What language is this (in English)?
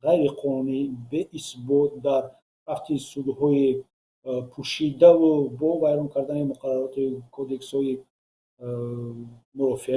Tajik